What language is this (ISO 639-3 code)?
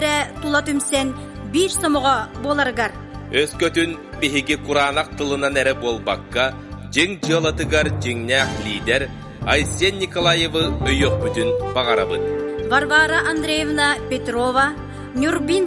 sah